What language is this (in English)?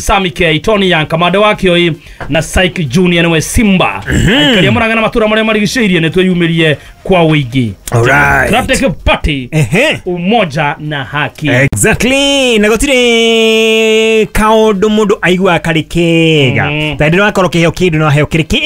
Kikuyu